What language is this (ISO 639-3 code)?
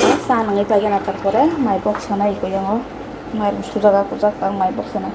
trp